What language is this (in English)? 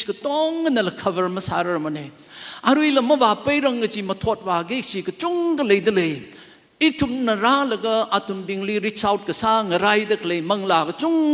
Tangkhul Naga (India)